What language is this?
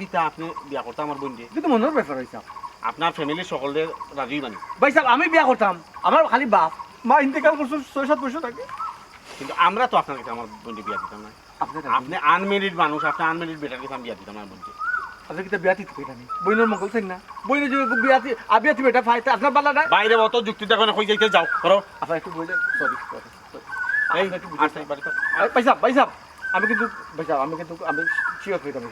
Sylheti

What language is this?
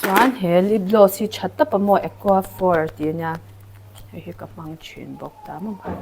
Mizo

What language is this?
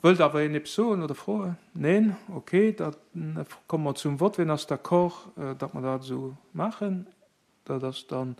Luxembourgish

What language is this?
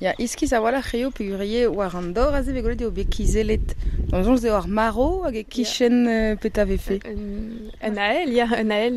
Breton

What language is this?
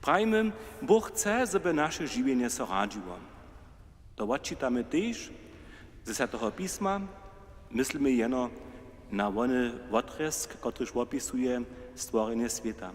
Upper Sorbian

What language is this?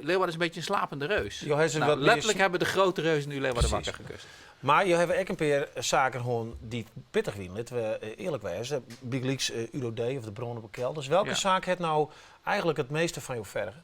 Western Frisian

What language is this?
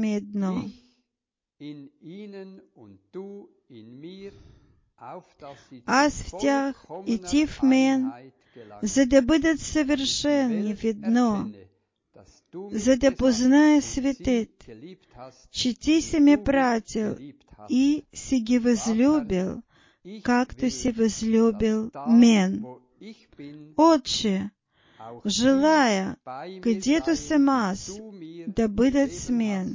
Bulgarian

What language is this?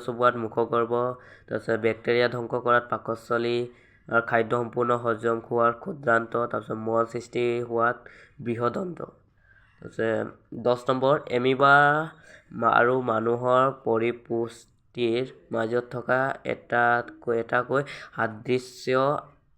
Assamese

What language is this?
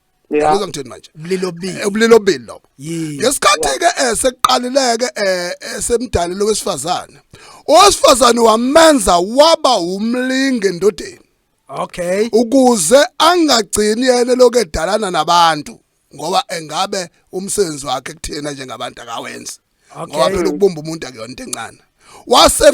Zulu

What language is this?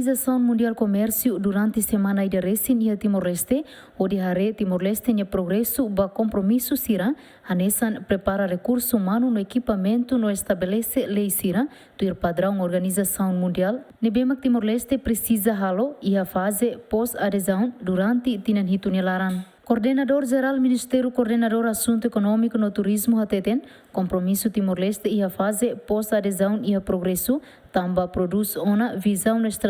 Tetum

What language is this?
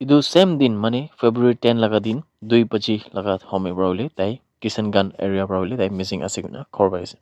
Naga Pidgin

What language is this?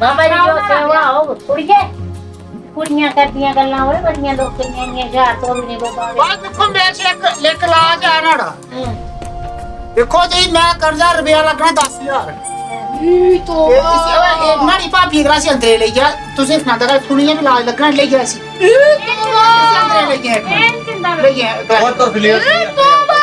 Dogri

